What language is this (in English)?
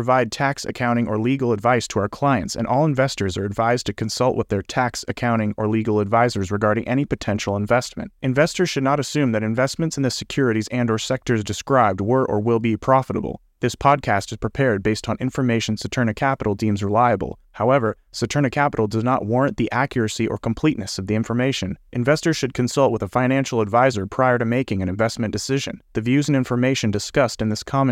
English